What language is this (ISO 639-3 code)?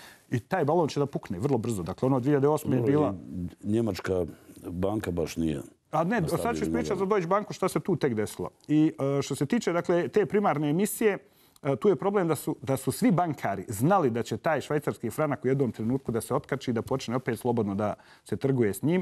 srp